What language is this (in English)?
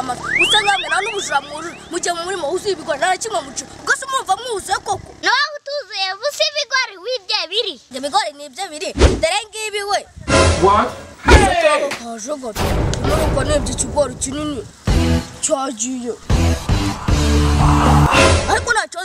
Kinyarwanda